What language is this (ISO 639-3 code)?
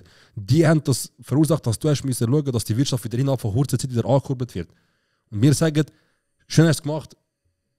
gsw